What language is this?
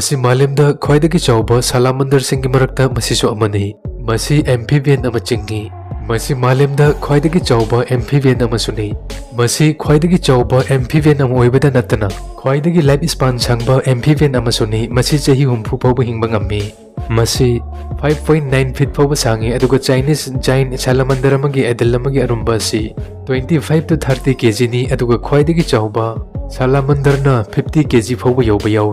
Manipuri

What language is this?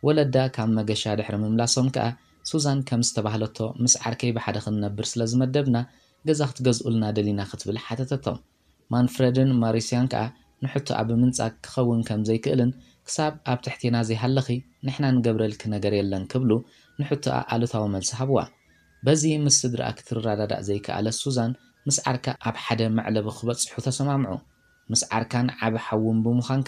Tigrinya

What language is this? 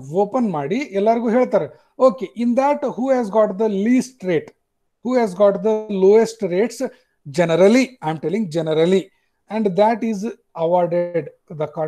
Kannada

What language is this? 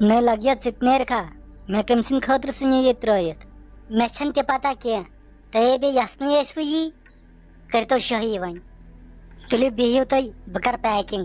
Kashmiri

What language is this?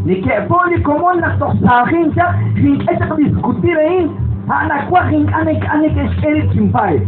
Kekchí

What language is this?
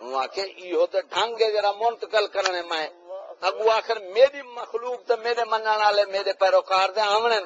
Saraiki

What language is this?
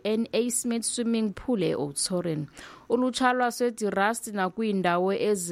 Xhosa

